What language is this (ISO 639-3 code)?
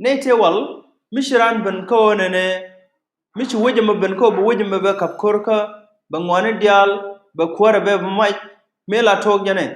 nus